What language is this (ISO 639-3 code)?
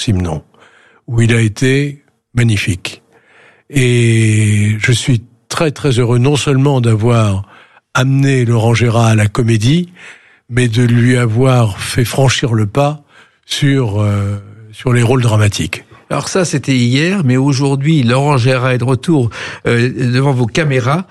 fra